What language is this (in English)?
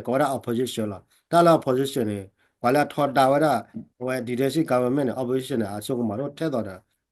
S'gaw Karen